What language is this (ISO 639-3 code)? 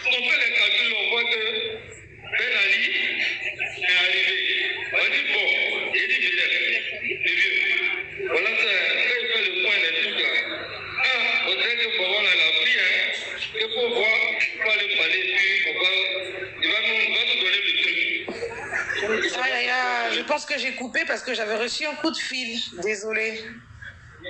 fra